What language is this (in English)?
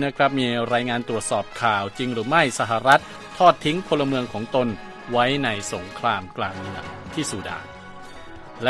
Thai